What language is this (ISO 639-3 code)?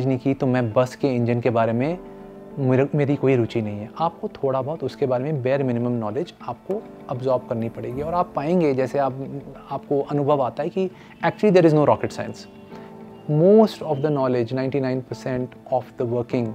hin